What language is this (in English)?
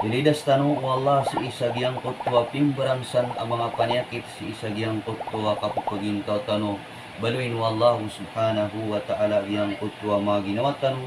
Maranao